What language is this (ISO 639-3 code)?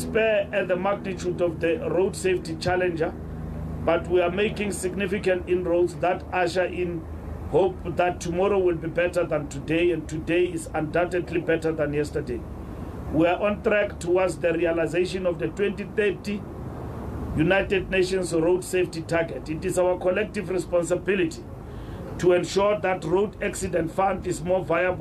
eng